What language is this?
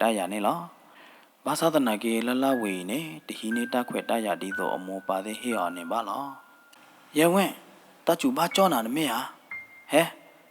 S'gaw Karen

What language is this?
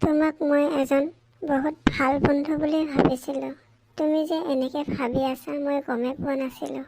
Assamese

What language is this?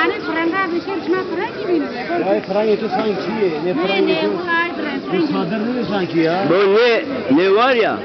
Zaza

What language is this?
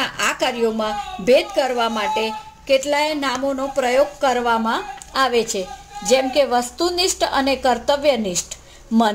Gujarati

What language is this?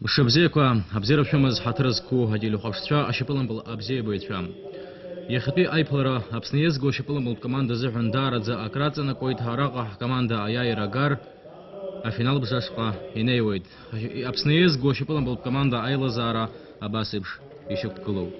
Abkhazian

